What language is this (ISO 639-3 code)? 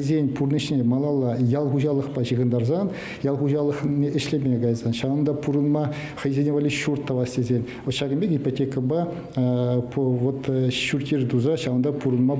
chv